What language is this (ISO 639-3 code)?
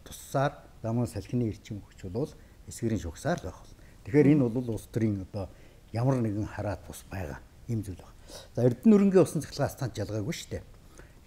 mon